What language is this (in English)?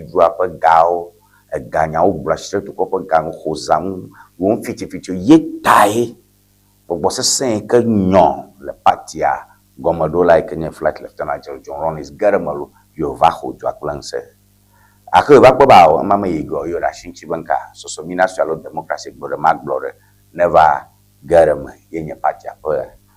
Ewe